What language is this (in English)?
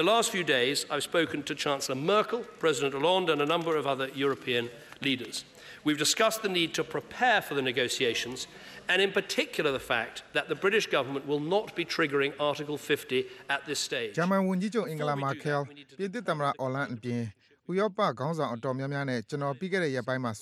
Burmese